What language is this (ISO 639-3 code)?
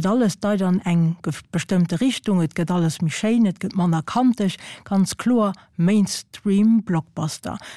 ltz